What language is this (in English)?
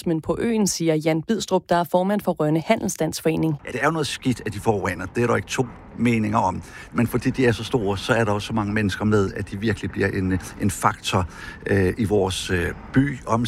Danish